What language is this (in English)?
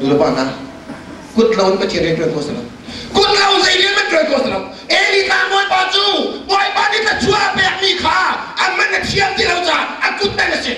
Hakha Chin